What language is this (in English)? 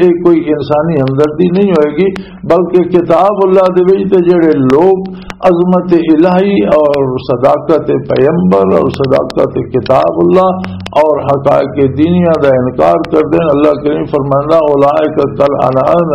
Western Panjabi